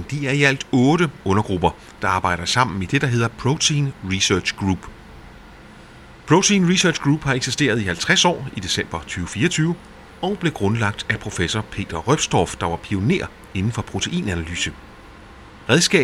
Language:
Danish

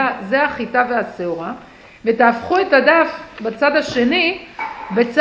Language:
Hebrew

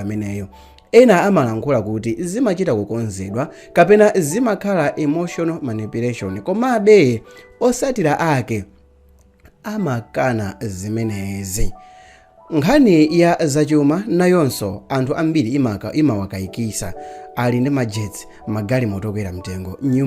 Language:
Nyanja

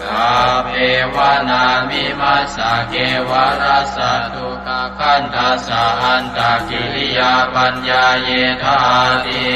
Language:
Pali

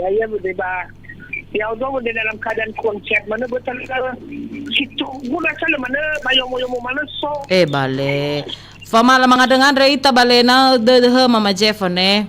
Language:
Nias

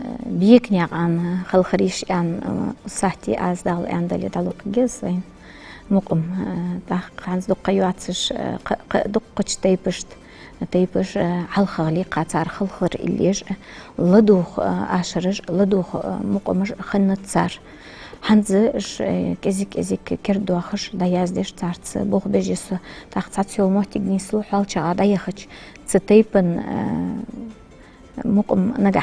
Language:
Ingush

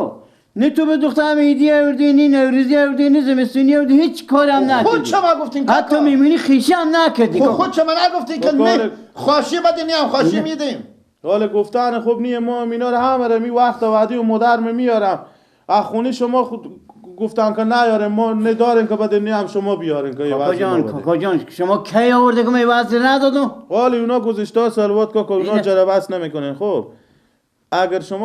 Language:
Persian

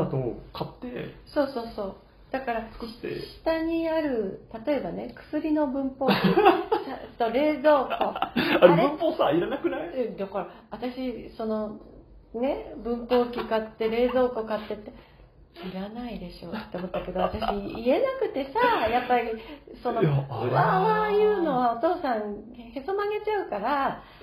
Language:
Japanese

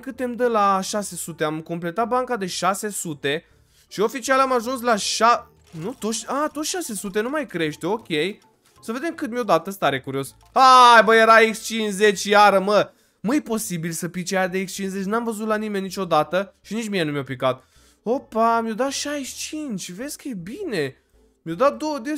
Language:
Romanian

